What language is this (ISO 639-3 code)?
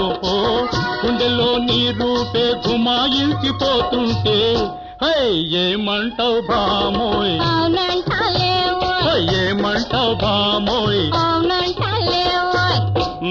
tel